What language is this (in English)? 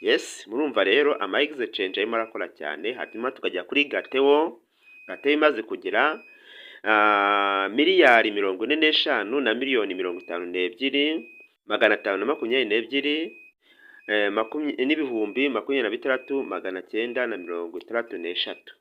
Kinyarwanda